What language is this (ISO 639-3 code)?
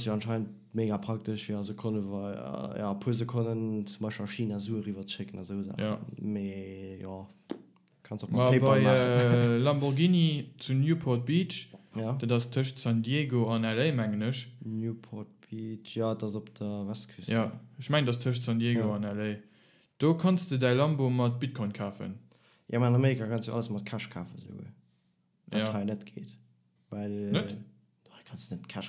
ltz